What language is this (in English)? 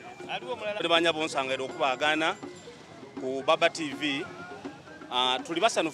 Soga